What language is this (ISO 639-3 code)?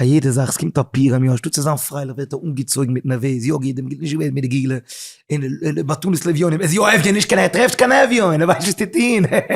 yid